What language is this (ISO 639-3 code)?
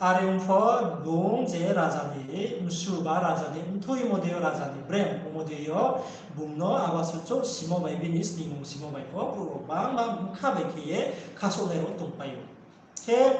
ria